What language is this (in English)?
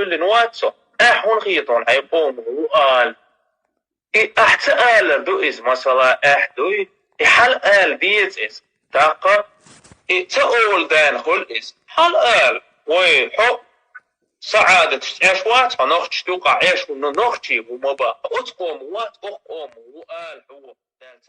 Chechen